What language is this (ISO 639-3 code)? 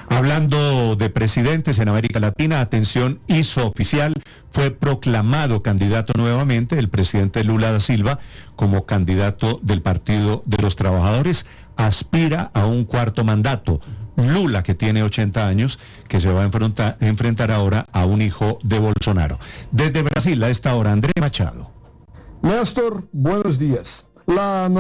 spa